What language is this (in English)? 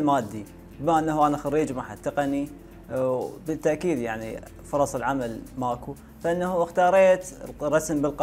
Mesopotamian Arabic